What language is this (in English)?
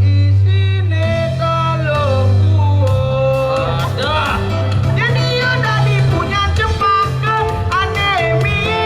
Balinese